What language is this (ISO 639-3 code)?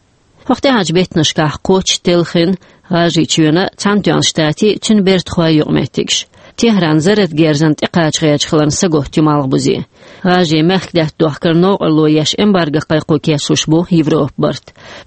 che